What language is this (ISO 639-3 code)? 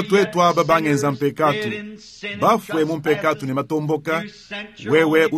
lua